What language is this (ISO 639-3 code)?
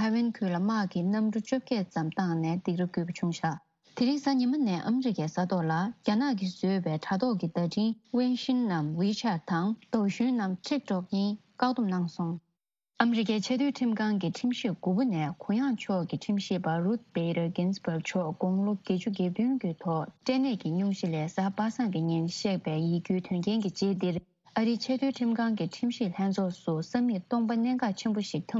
bod